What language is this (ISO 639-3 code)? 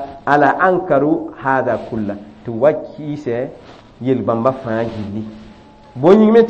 mos